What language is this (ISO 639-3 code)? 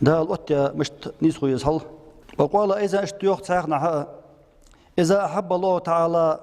inh